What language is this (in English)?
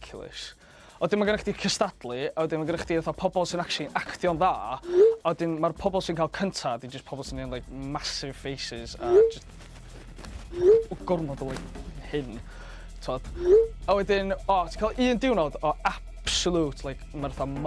Welsh